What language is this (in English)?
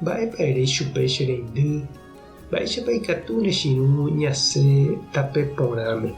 Guarani